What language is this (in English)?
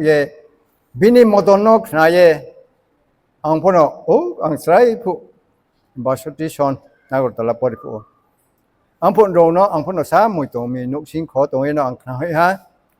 Riang (India)